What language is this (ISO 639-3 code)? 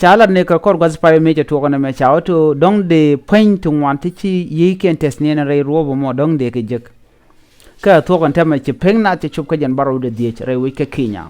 nus